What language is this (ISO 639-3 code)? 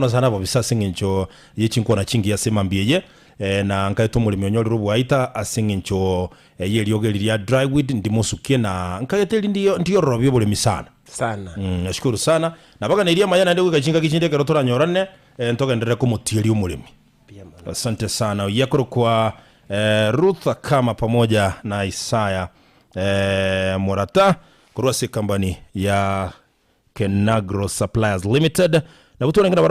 guz